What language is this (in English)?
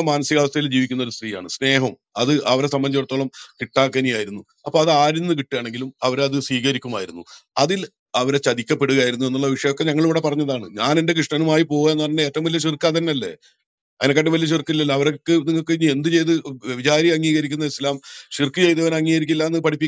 Malayalam